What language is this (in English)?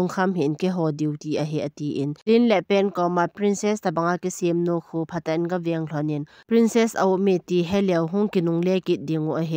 Thado Chin